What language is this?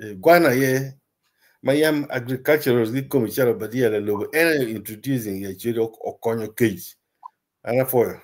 Acoli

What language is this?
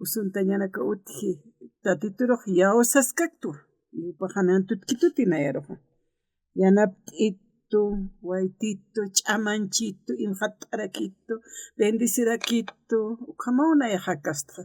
Aymara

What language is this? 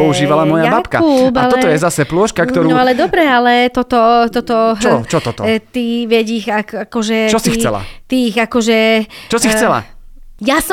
Slovak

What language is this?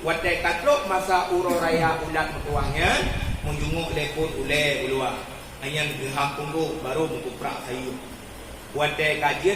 Achinese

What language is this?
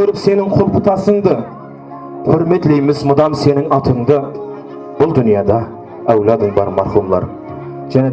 Kara-Kalpak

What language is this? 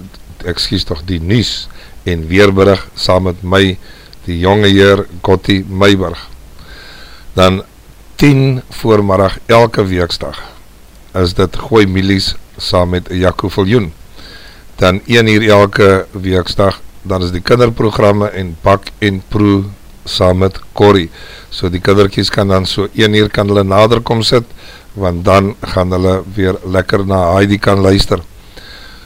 Afrikaans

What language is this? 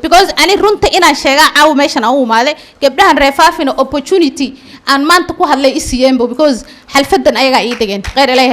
Somali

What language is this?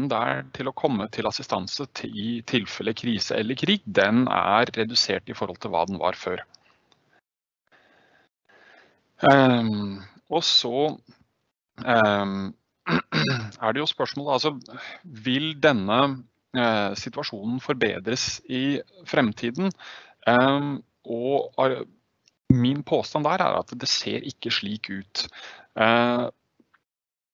Norwegian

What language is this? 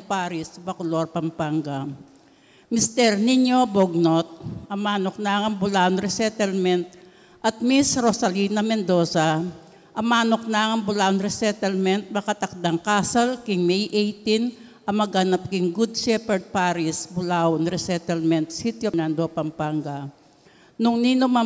Pampanga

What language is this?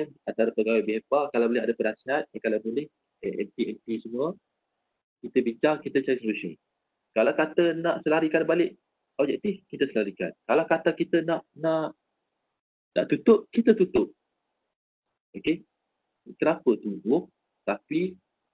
Malay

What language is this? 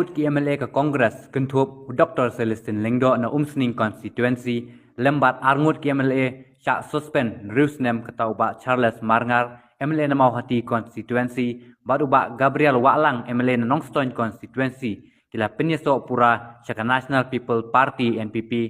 Khasi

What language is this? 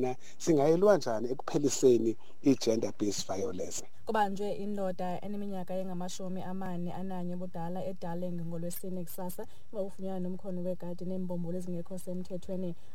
Xhosa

